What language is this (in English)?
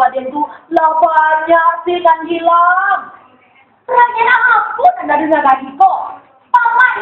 Minangkabau